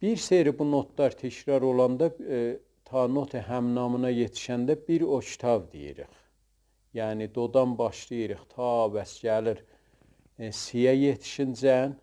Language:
South Azerbaijani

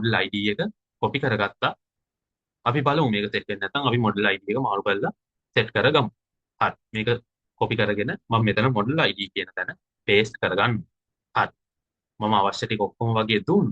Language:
Sinhala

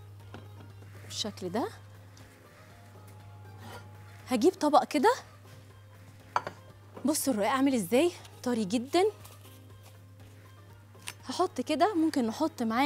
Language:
Egyptian Arabic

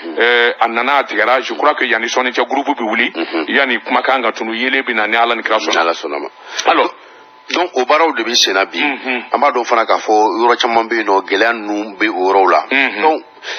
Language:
Bambara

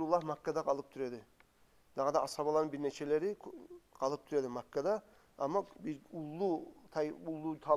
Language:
Kumyk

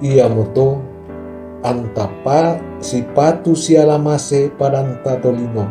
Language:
Toraja-Sa'dan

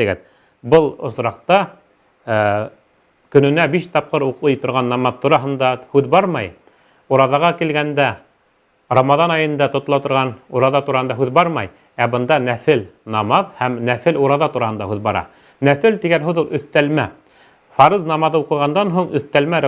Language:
Bashkir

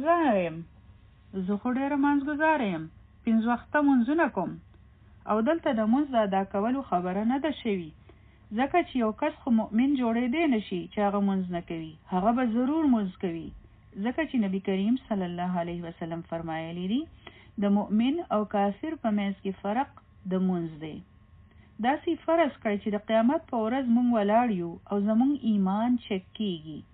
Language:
Pashto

